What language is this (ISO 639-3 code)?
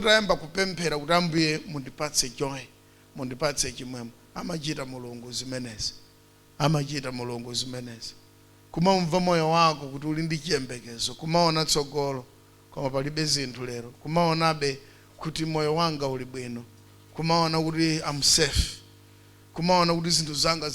nya